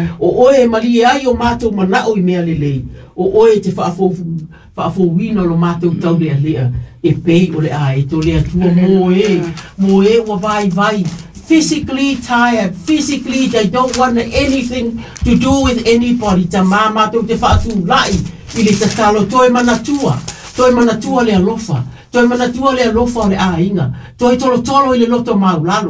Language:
Samoan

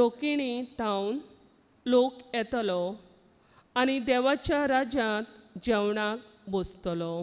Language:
Konkani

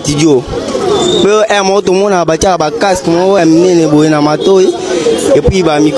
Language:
Lingala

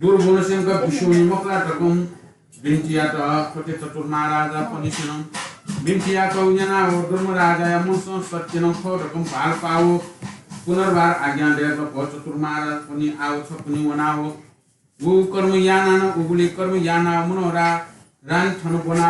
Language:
Newari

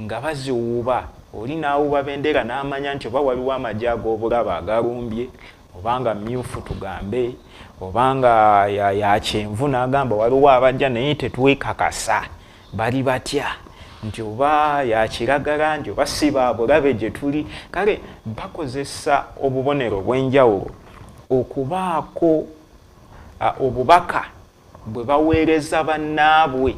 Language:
Ganda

